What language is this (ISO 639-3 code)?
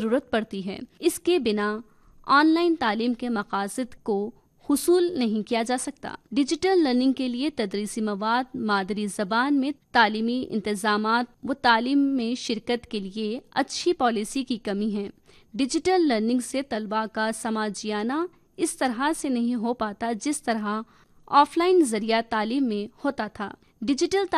urd